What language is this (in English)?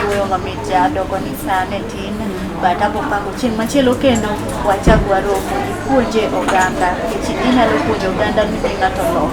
Luo (Kenya and Tanzania)